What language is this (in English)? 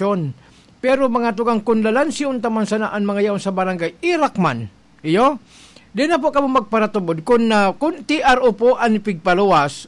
Bikol